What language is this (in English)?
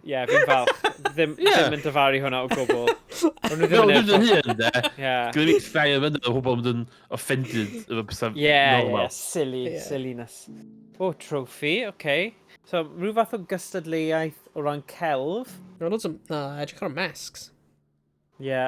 Welsh